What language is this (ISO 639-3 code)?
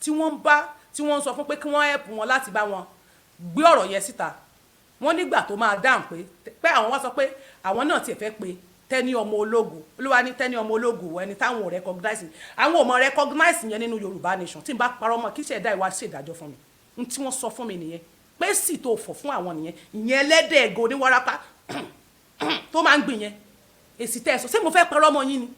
yor